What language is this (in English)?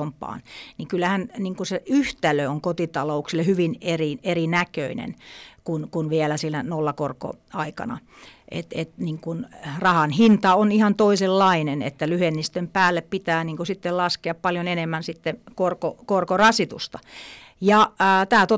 Finnish